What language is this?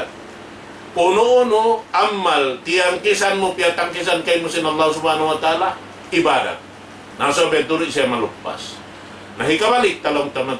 Tausug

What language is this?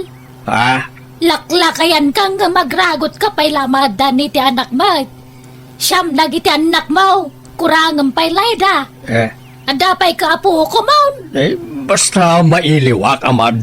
Iloko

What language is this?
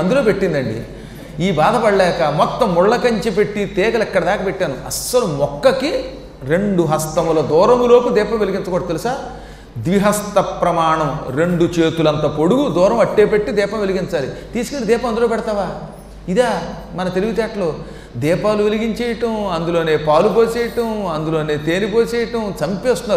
Telugu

